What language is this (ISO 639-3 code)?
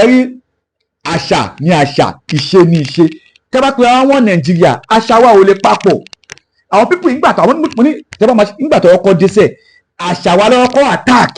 yor